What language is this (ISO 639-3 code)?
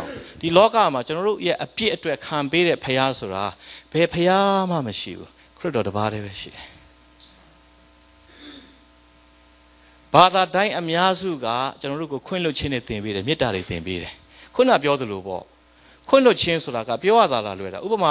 mya